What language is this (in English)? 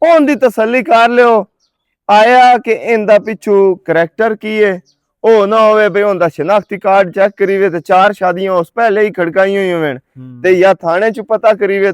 Western Panjabi